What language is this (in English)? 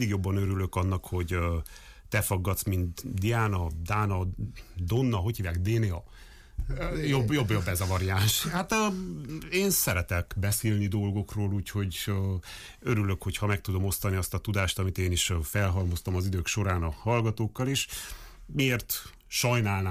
Hungarian